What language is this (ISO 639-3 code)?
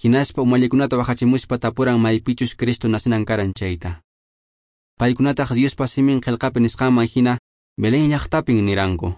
que